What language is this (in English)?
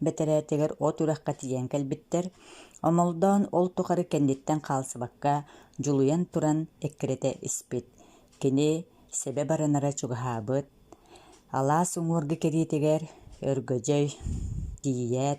Yakut